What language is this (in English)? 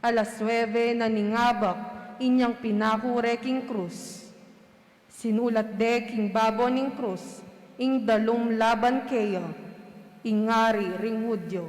Pampanga